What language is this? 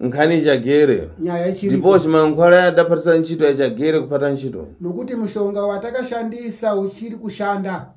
Shona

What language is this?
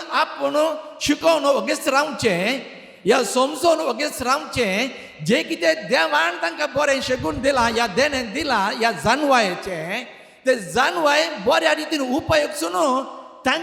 Konkani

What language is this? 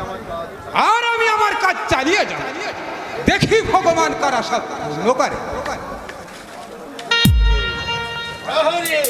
Bangla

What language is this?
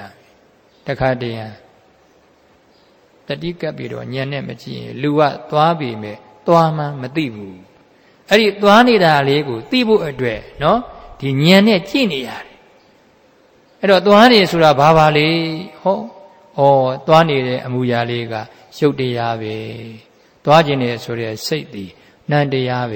Burmese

